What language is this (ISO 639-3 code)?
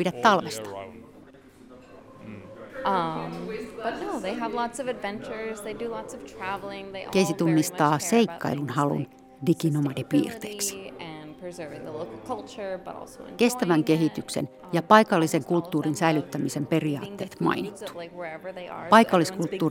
fin